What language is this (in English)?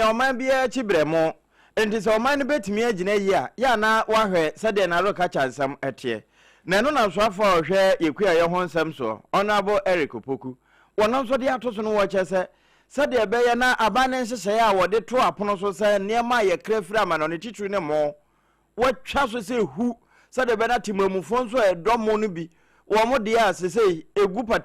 Akan